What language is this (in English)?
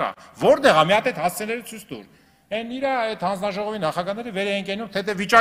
Armenian